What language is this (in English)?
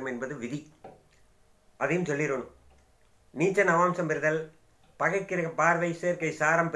Tamil